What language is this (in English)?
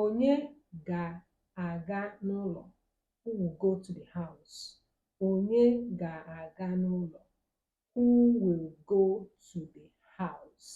Igbo